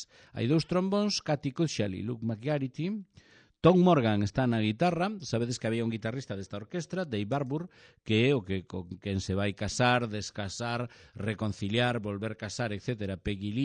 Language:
Galician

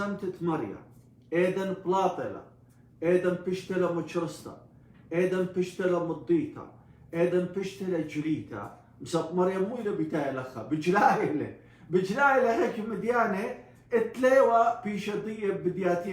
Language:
Assyrian Neo-Aramaic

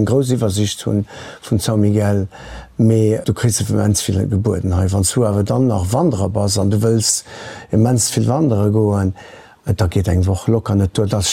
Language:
Luxembourgish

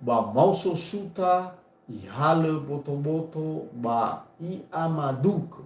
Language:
Nias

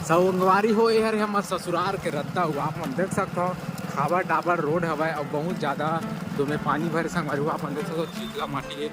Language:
Chhattisgarhi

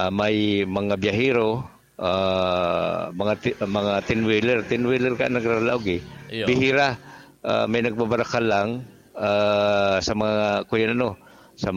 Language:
Bikol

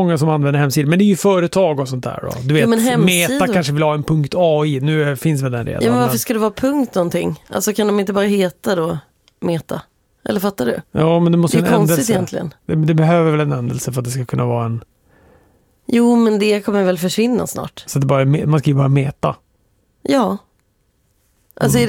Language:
Swedish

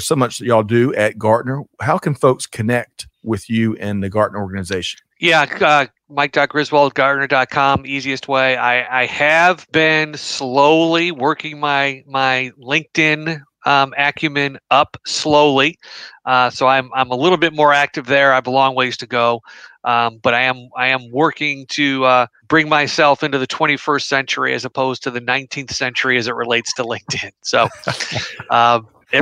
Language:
English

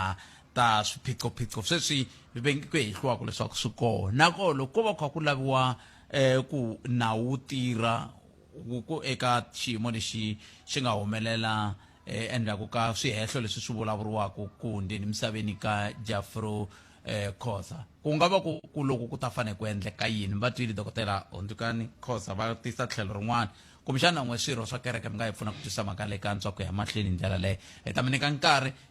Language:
Tsonga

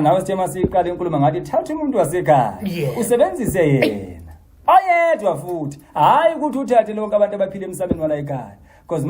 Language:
Zulu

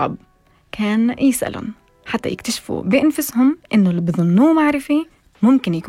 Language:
North Levantine Arabic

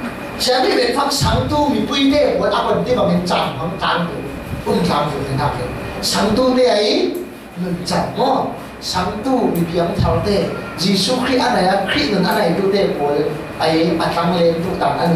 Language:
Falam Chin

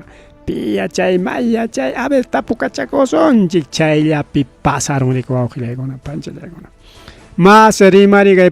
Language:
Ayacucho Quechua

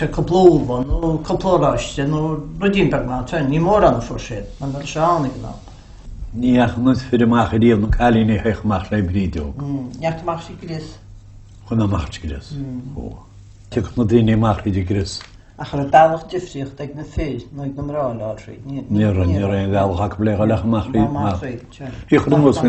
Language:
Irish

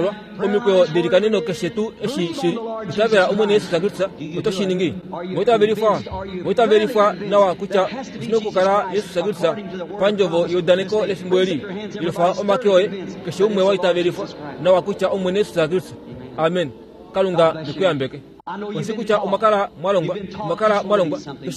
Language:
Kuanyama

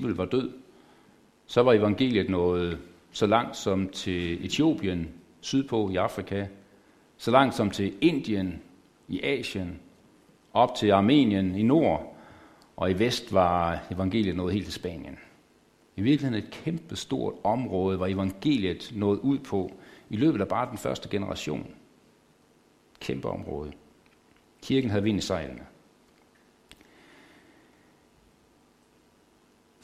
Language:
Danish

